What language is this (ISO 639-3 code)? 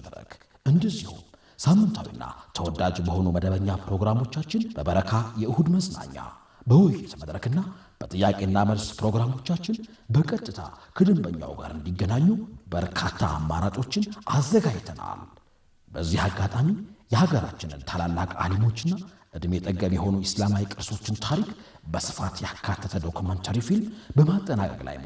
amh